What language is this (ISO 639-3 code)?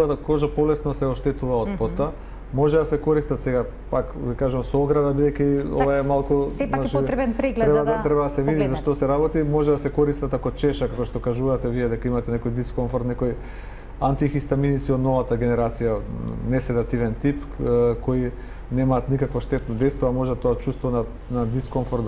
mkd